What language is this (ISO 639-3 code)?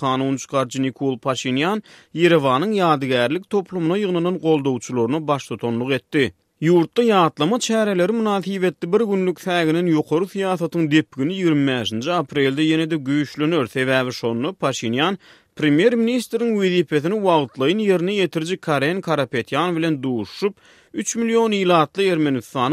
tuk